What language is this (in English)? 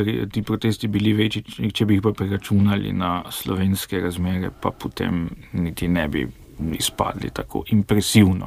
Slovenian